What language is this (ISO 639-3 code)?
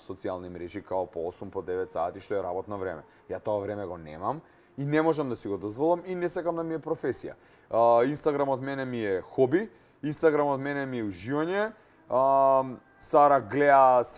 mkd